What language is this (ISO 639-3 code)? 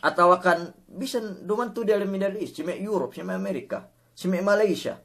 yka